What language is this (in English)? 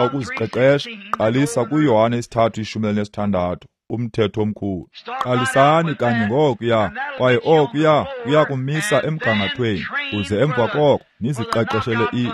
Xhosa